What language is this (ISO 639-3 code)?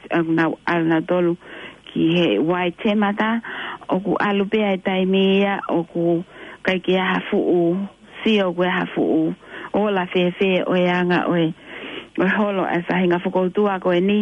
ton